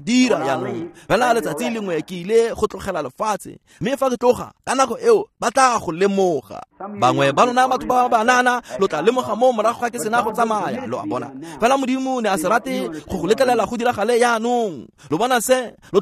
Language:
Tswana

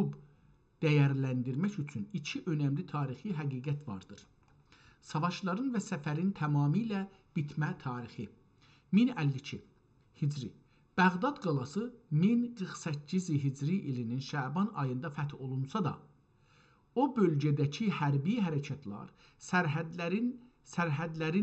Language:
South Azerbaijani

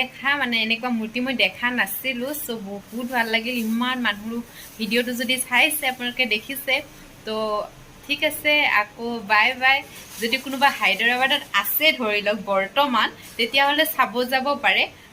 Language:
Assamese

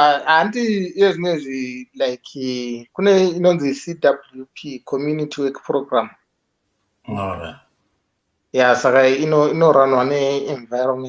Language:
Shona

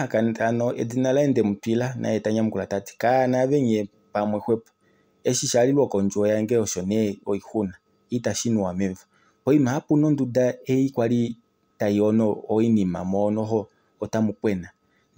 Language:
Kuanyama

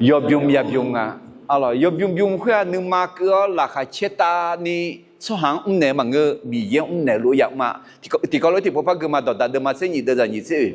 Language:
Akha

